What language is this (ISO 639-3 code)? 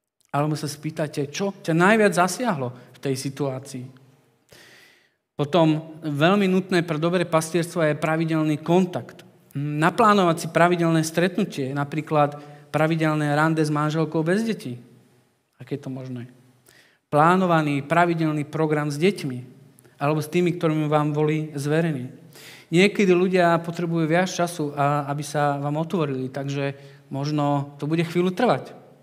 slk